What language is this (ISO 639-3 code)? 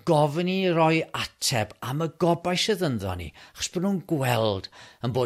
cym